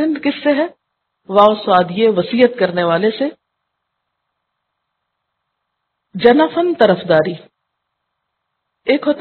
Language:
Urdu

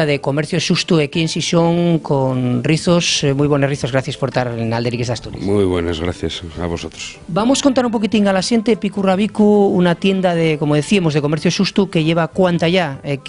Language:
Asturian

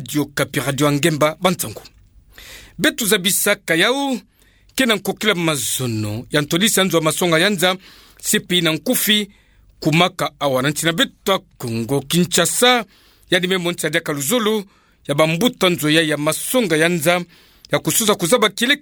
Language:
Kituba (Democratic Republic of Congo)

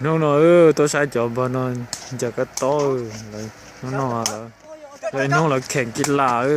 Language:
Hmong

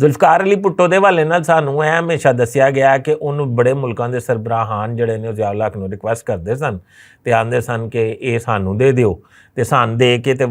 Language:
Western Panjabi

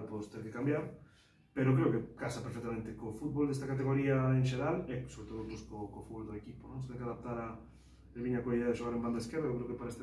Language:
Galician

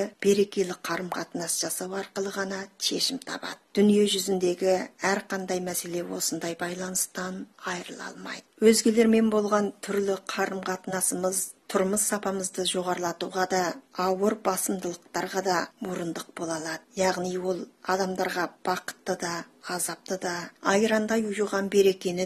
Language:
Kazakh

